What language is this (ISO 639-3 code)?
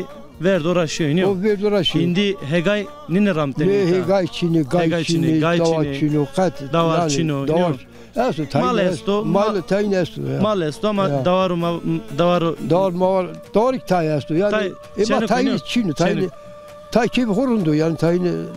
zza